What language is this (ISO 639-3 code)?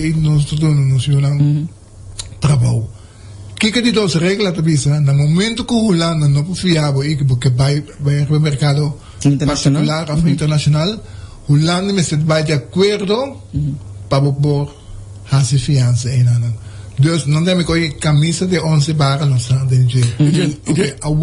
pap